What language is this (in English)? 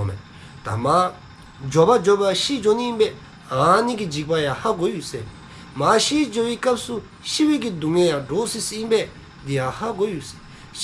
Dzongkha